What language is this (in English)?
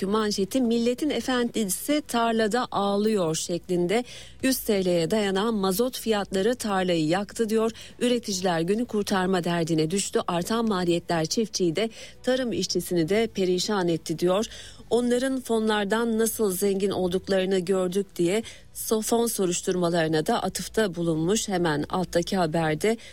Turkish